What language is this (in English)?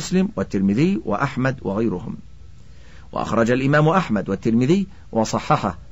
Arabic